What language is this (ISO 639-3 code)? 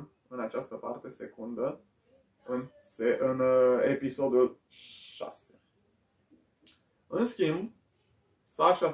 ron